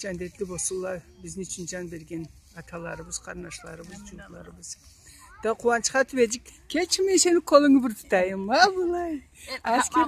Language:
Karachay-Balkar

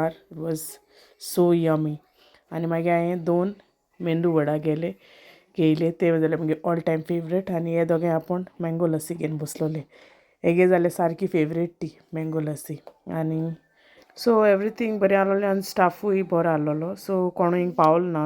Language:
Konkani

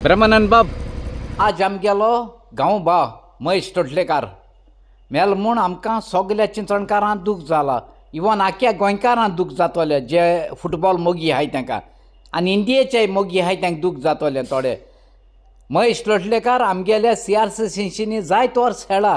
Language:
Konkani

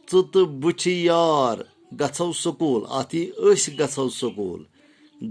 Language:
Kashmiri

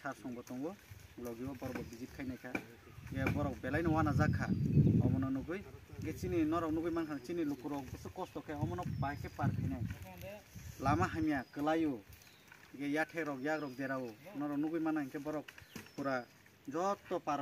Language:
Riang (India)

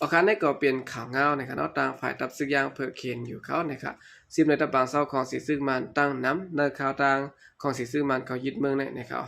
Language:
Shan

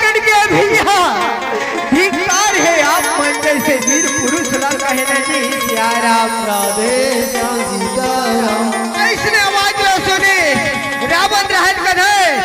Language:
Chhattisgarhi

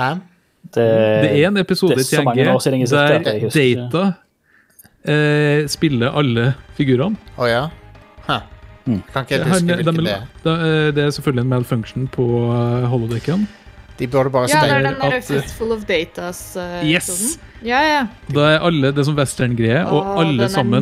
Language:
Norwegian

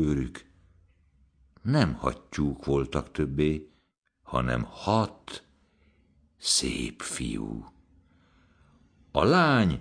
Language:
Hungarian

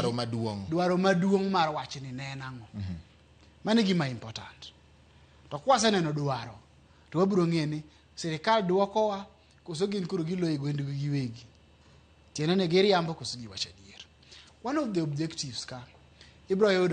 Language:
Luo (Kenya and Tanzania)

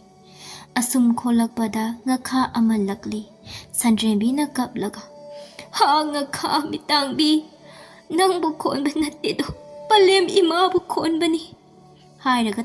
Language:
Manipuri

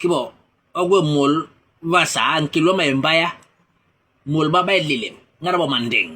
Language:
Basaa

